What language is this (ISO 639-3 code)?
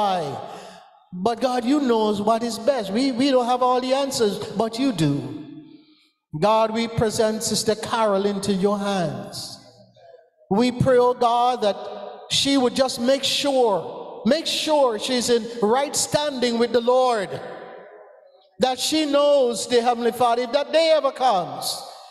eng